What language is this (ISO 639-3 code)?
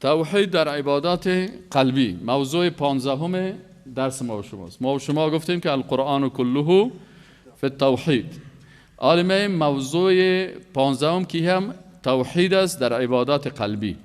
fas